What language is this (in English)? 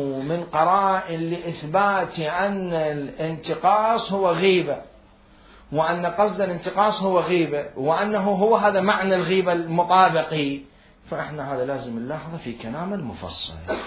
Mesopotamian Arabic